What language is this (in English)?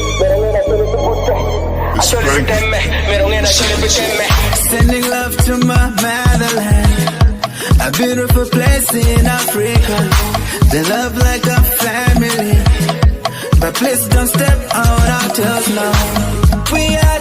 Acoli